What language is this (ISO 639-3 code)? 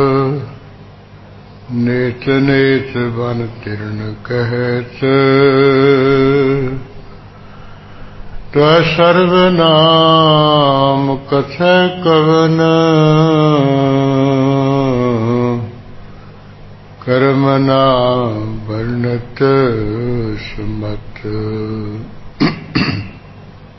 pan